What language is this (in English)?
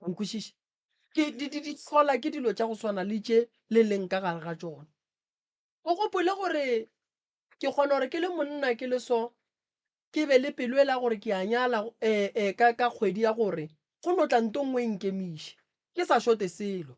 Northern Sotho